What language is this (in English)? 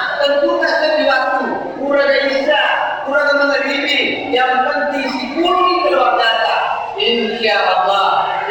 Buginese